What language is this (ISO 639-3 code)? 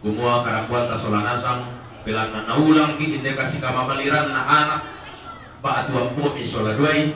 sda